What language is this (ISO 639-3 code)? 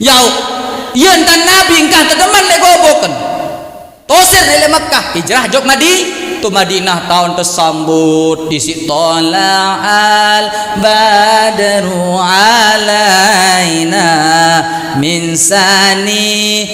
sas